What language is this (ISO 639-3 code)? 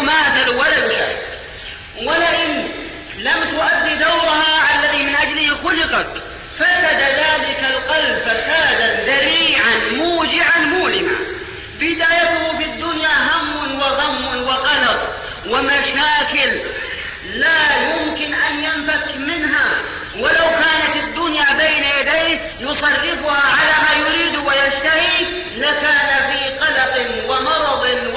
ara